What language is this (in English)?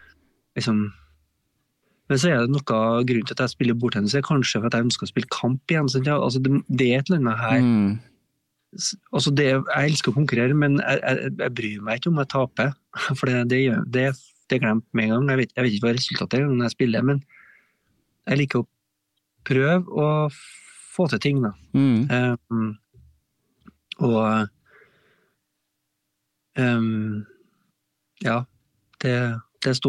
Norwegian